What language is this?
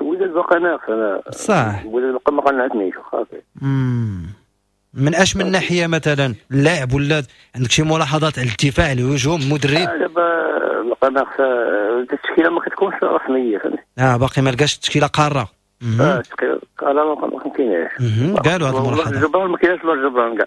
Moroccan Arabic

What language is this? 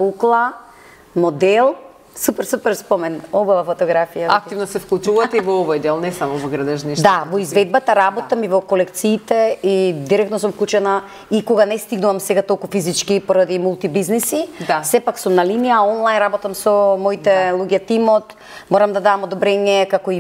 Macedonian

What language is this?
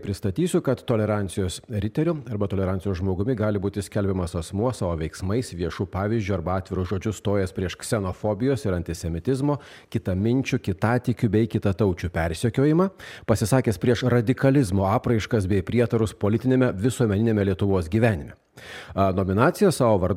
Lithuanian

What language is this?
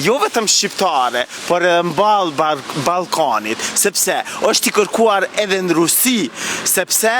Albanian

